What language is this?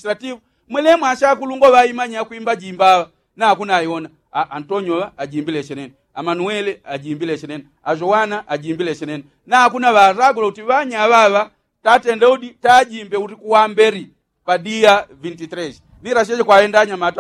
Yao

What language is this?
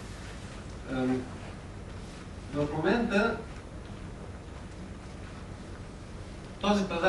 Bulgarian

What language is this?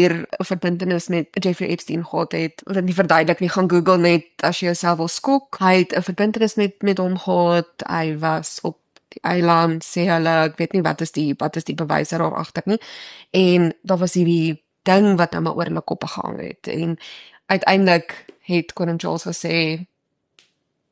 Afrikaans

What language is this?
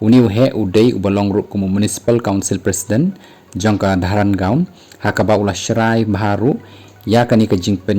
Khasi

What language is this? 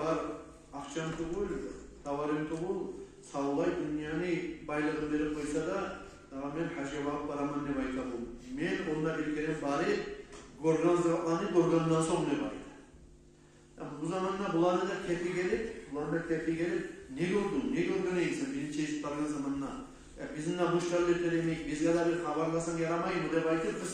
Kumyk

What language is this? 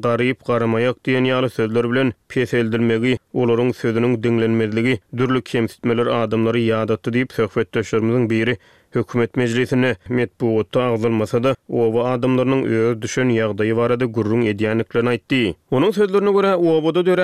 Turkmen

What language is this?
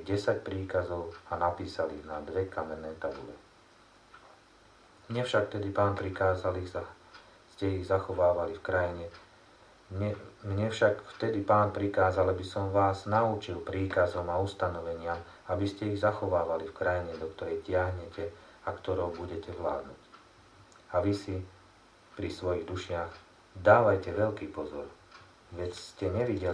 Slovak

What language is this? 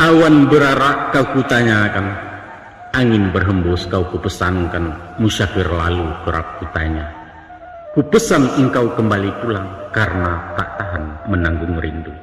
Minangkabau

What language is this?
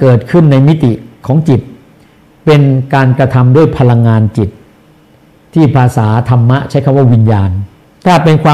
Thai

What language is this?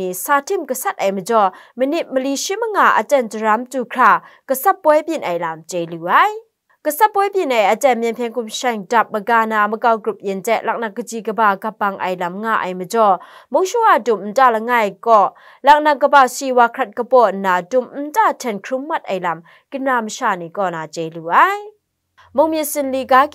Kachin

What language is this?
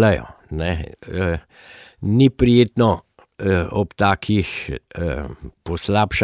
Slovenian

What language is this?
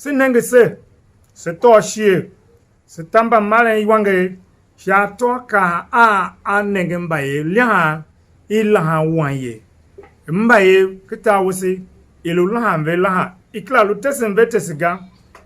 Tiv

